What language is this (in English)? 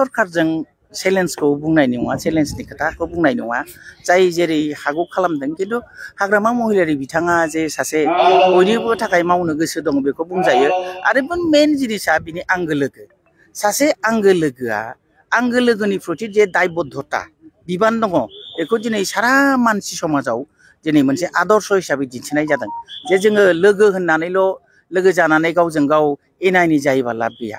Bodo